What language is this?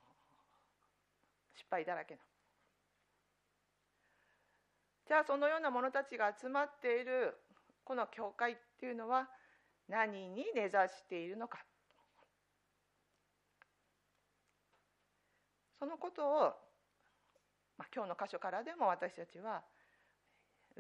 Japanese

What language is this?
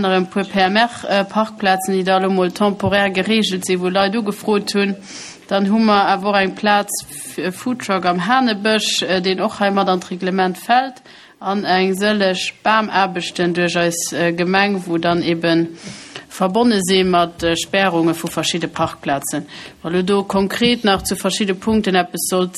Luxembourgish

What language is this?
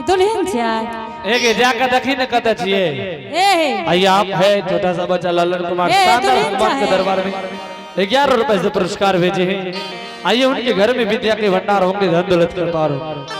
Angika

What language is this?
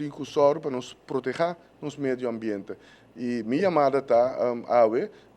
Papiamento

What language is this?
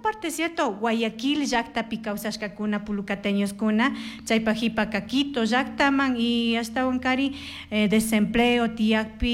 Chimborazo Highland Quichua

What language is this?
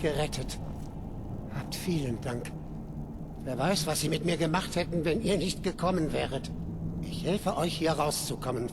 Bavarian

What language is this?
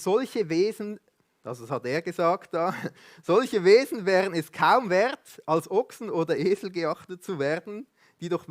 Swiss German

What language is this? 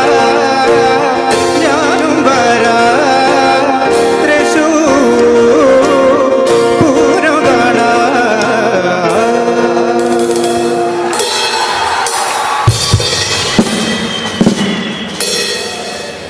Malayalam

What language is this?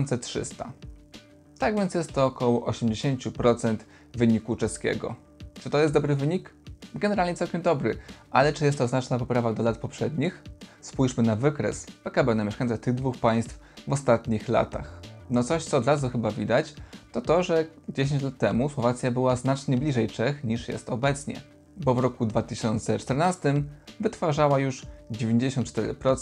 Polish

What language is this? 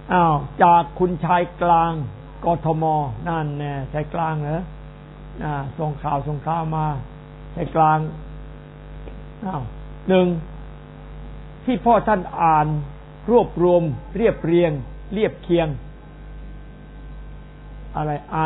Thai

